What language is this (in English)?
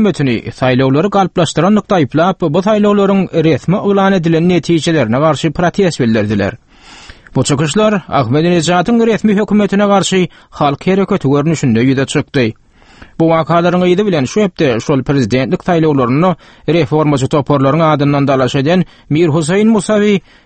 Turkmen